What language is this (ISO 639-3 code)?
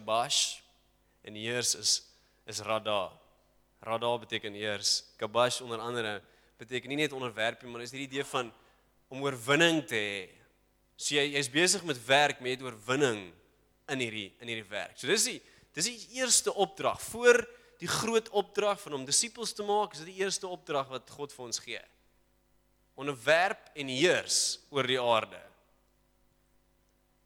afr